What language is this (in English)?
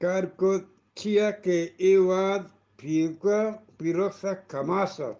Eastern Balochi